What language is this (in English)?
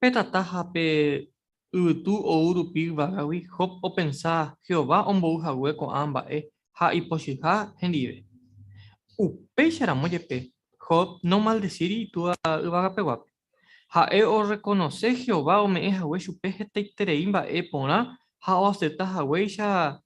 Guarani